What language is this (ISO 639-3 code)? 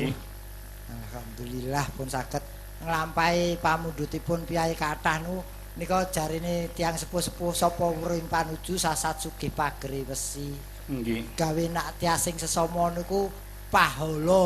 jav